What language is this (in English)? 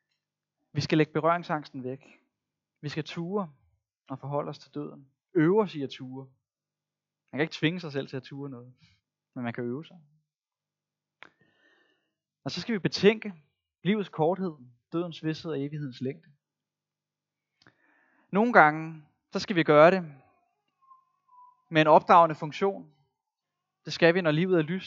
Danish